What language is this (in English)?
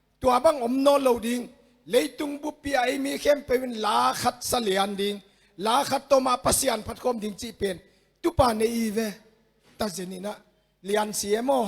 Tedim Chin